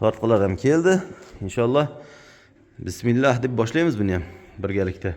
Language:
Uzbek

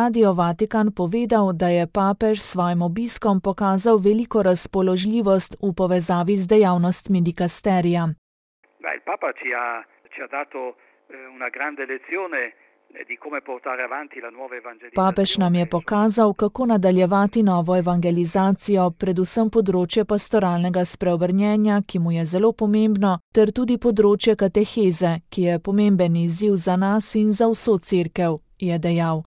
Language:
Slovenian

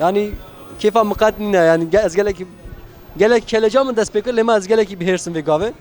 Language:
Kurdish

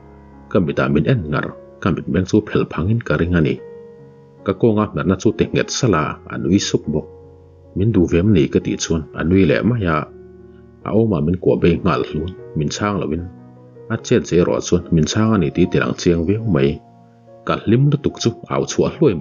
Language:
Mizo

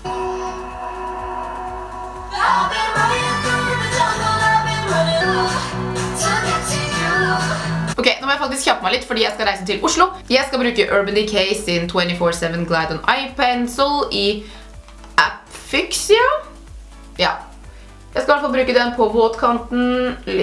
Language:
Norwegian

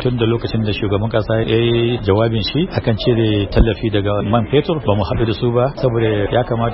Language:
Hausa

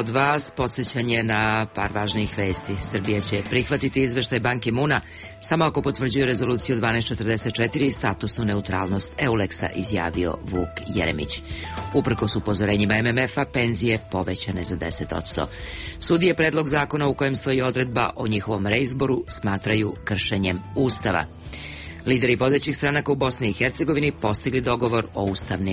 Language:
Serbian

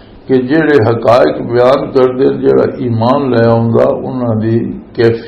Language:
Western Panjabi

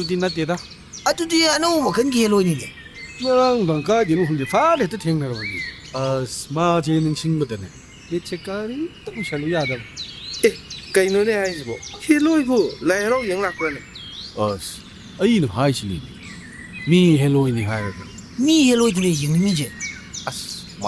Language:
Manipuri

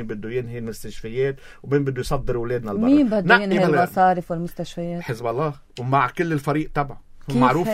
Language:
North Levantine Arabic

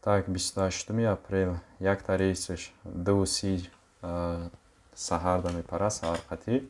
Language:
Tajik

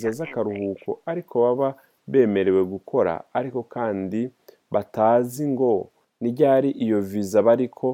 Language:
Rundi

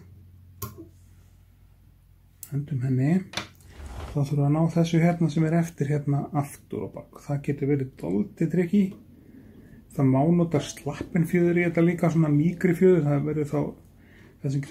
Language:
Icelandic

